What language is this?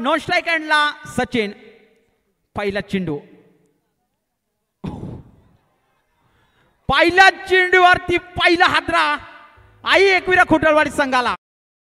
Marathi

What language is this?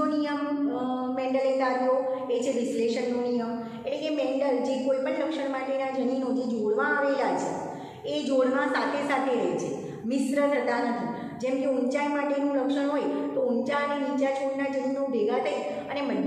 Gujarati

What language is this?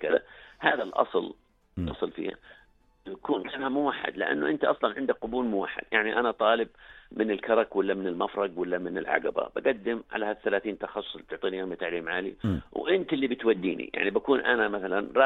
North Levantine Arabic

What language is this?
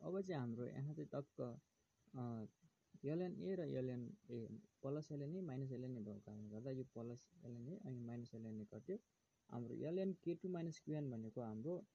Nepali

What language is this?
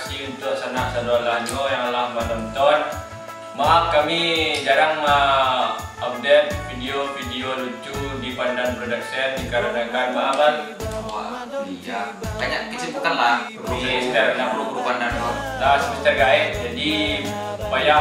Minangkabau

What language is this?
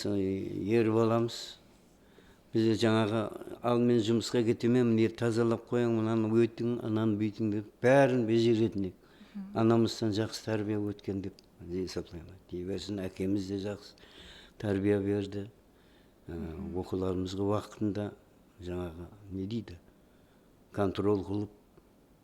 Kara-Kalpak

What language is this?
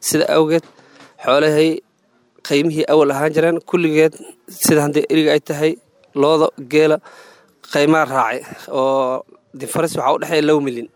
Somali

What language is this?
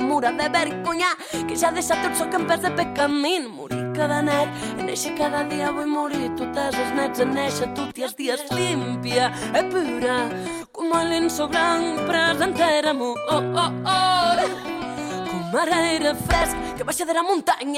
Galician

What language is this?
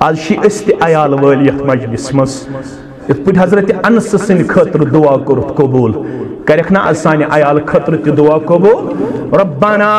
Kashmiri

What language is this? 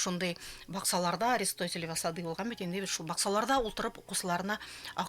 Bashkir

